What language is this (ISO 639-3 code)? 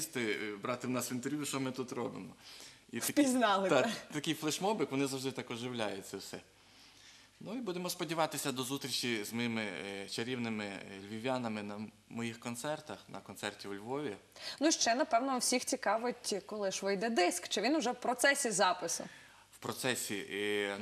ukr